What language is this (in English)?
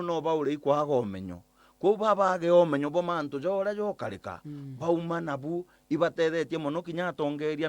Meru